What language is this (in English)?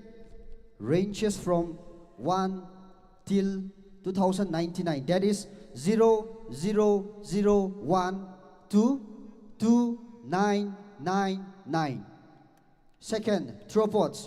Tangkhul Naga (India)